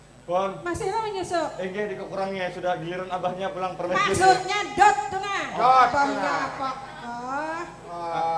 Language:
Banjar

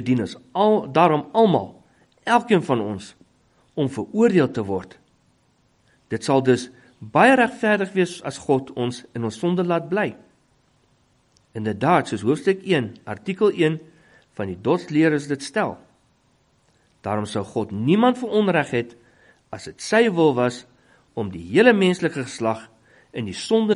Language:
Afrikaans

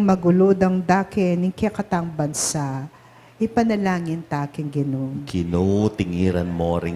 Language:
Pampanga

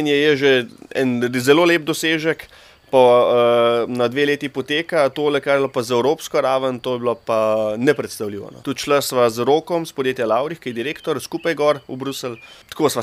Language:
Slovenian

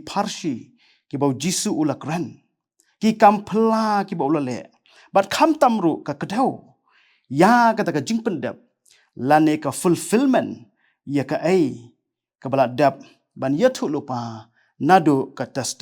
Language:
Khasi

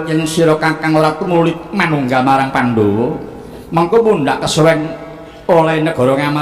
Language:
Javanese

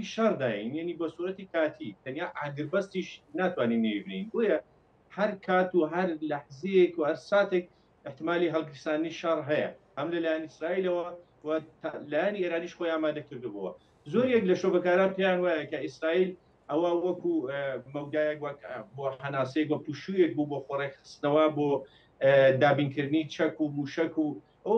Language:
Central Kurdish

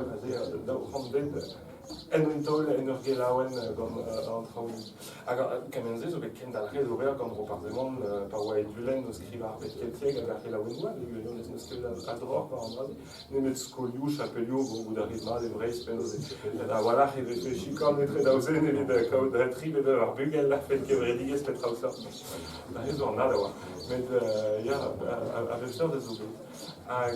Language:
Breton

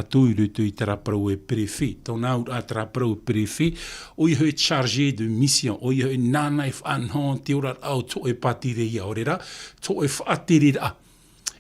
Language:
Tahitian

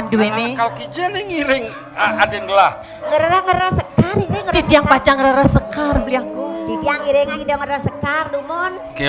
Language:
Balinese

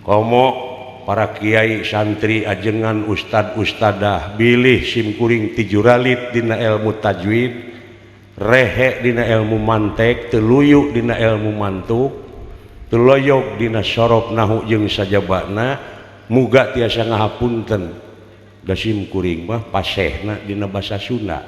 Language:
Sundanese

